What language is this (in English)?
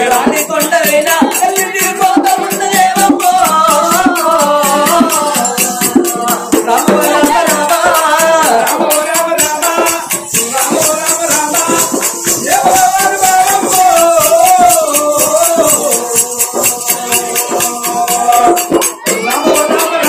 Telugu